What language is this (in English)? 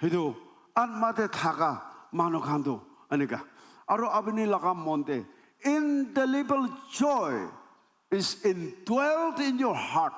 Naga Pidgin